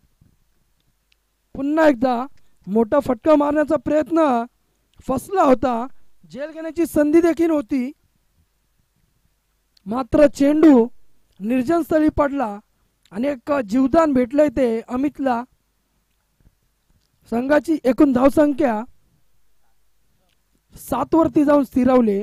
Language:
Marathi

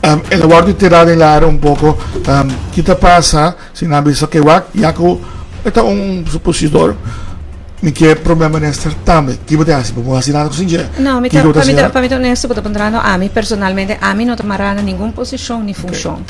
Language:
Papiamento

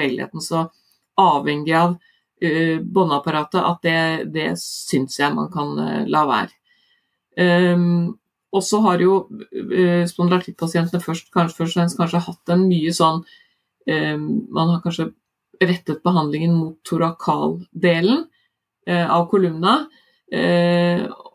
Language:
Norwegian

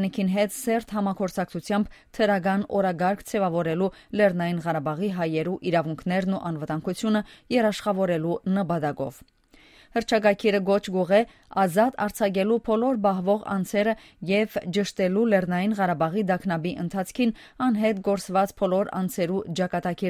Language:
Western Armenian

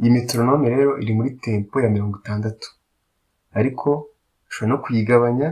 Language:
Kinyarwanda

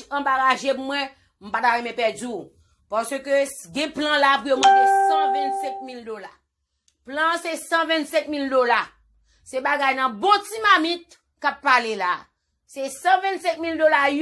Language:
Haitian Creole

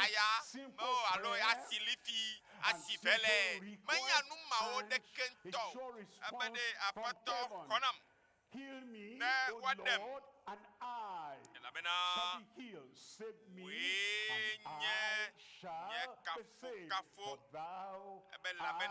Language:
Ewe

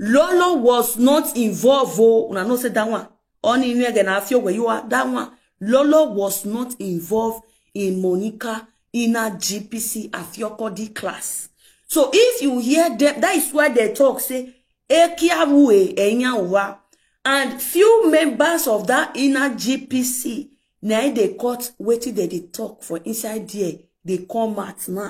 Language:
Nigerian Pidgin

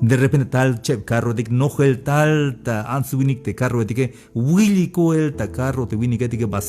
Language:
Tzeltal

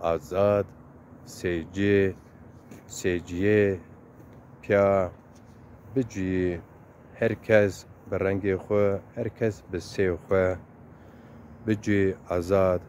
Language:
Zaza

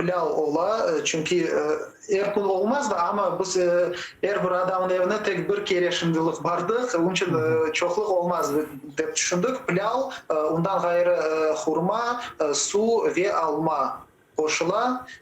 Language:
Crimean Tatar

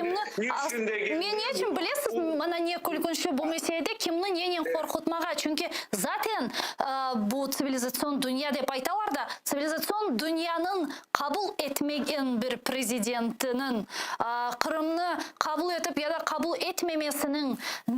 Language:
Crimean Tatar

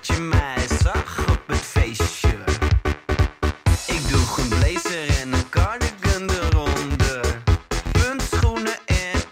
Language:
Dutch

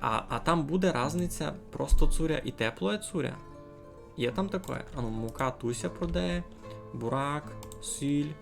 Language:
Rusyn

